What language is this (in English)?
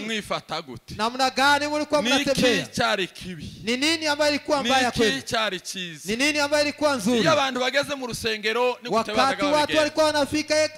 Kinyarwanda